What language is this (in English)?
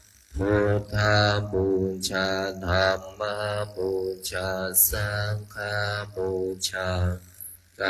Pali